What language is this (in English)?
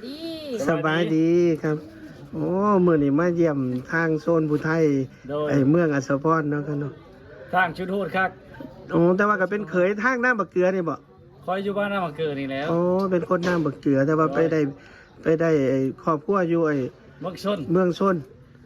Lao